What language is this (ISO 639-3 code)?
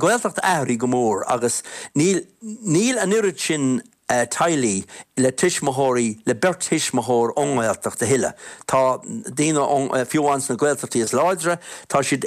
gle